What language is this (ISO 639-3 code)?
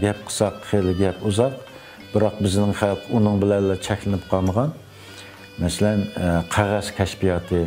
uig